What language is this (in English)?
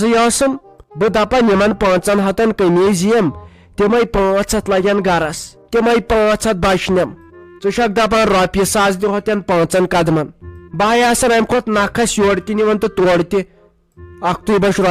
Kashmiri